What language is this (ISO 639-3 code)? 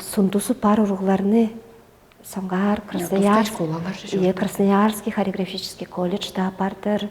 tyv